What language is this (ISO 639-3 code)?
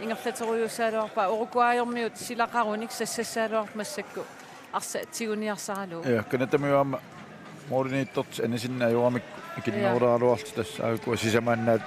kal